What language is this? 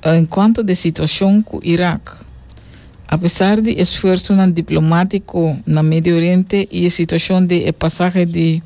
Papiamento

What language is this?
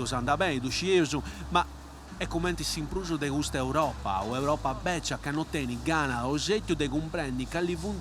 Sardinian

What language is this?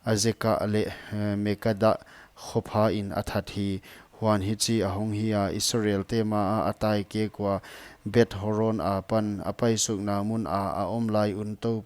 Paite Chin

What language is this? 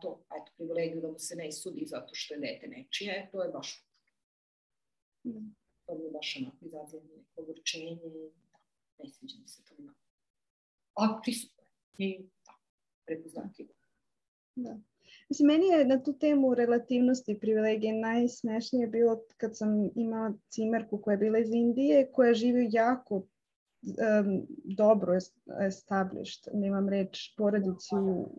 Serbian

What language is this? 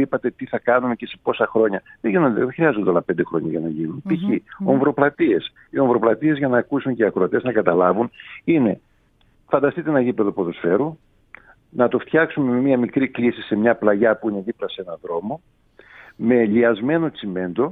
Greek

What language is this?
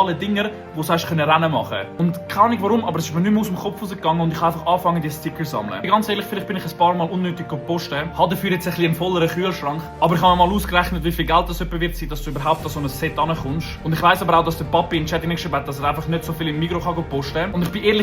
Swiss German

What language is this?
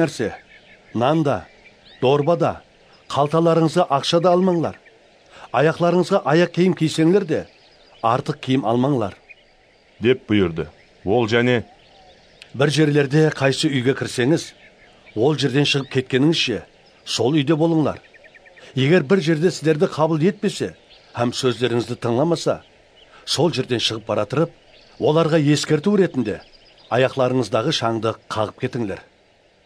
Kara-Kalpak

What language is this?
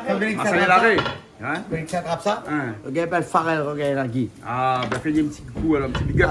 Réunion Creole French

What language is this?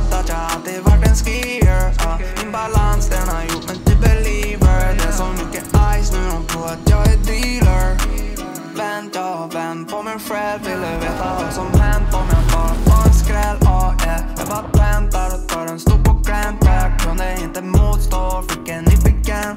Swedish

